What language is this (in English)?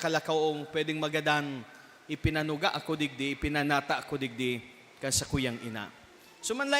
Bikol